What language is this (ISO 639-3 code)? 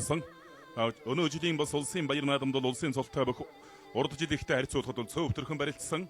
mon